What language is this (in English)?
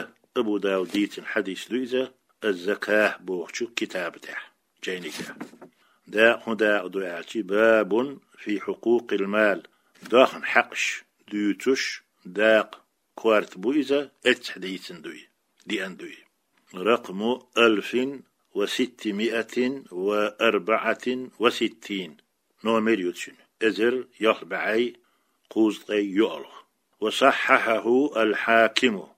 Chechen